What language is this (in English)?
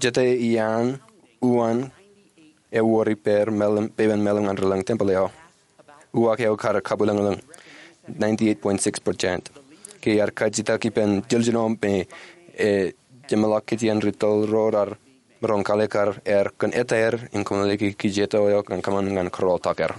Marshallese